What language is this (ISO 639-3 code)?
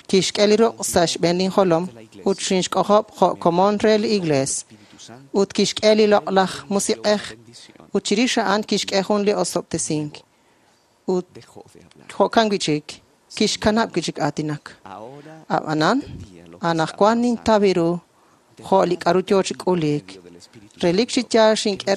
kek